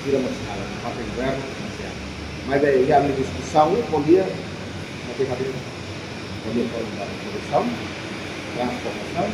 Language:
Tetum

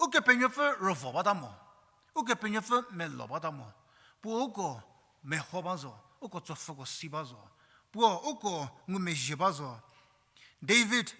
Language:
Angami Naga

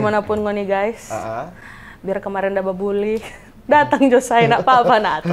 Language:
Manado Malay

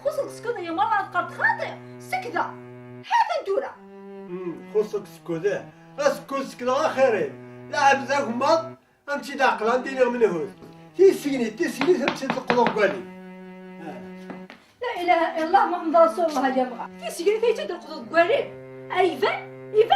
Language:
Kabyle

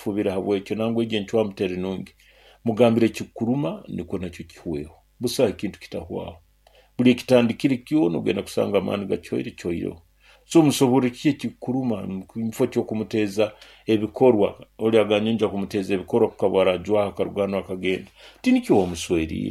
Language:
Nyoro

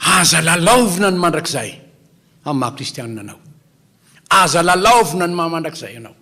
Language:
Malagasy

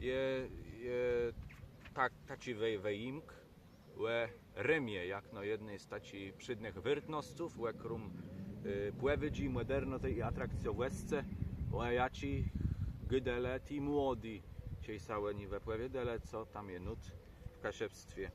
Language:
Kashubian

